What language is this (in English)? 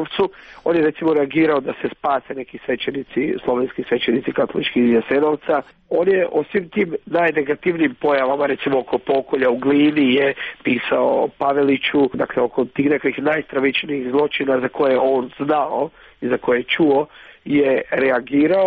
Croatian